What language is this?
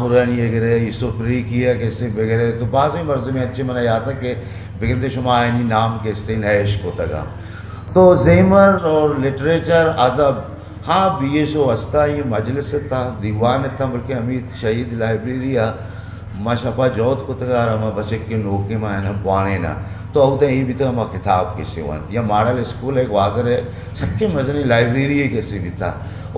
Eastern Balochi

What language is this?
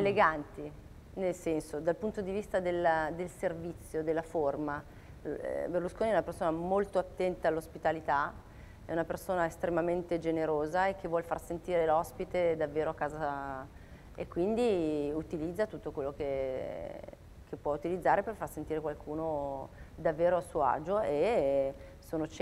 Italian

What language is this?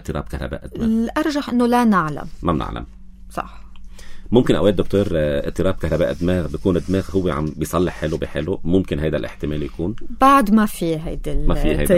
North Levantine Arabic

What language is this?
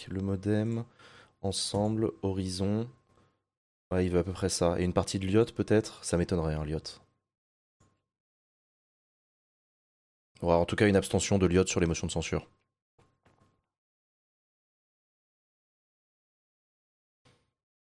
French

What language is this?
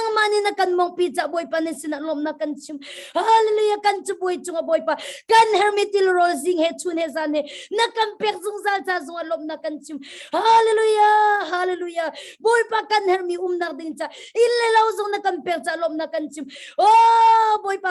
Hakha Chin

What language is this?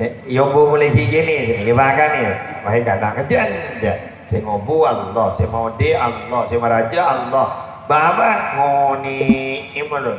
Madurese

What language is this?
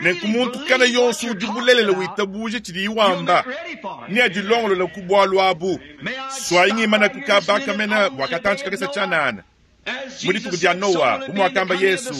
Luba-Lulua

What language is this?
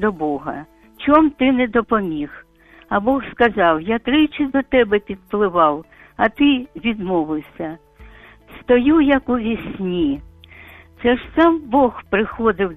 Ukrainian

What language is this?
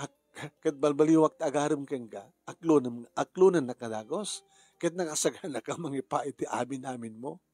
Iloko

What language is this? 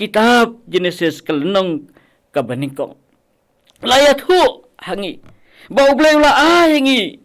Khasi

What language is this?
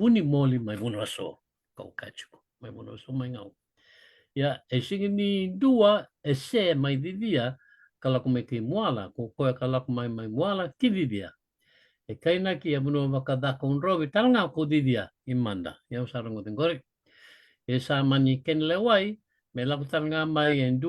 Fijian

